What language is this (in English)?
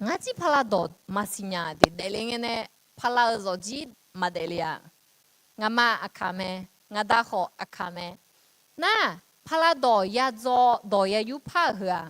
Akha